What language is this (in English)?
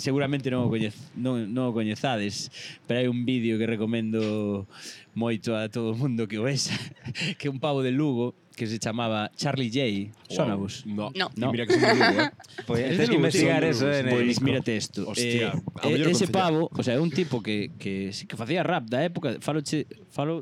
Galician